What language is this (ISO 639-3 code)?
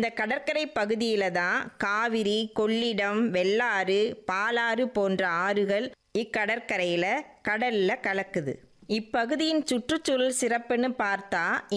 tam